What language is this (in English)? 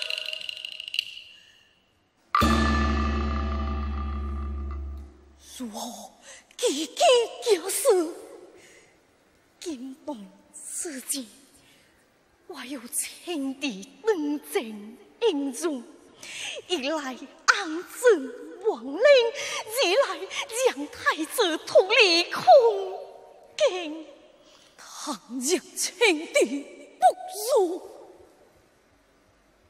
Chinese